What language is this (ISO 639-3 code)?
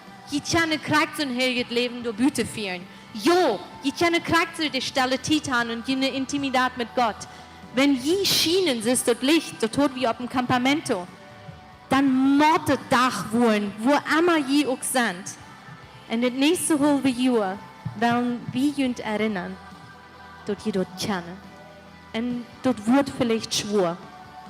pdt